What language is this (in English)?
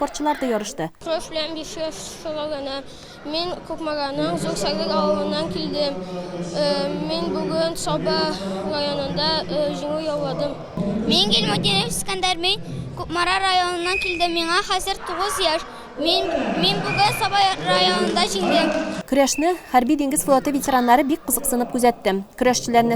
Tatar